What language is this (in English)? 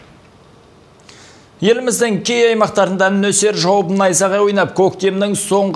Kazakh